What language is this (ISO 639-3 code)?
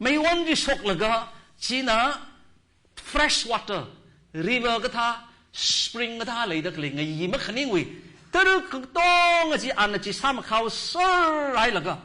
nmf